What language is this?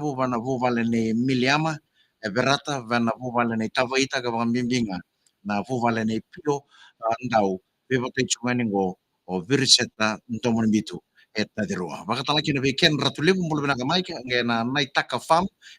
Fijian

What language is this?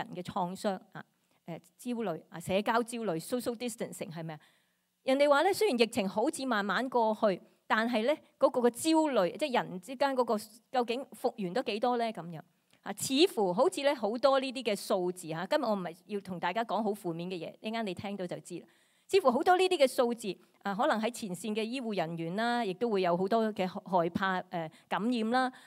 Cantonese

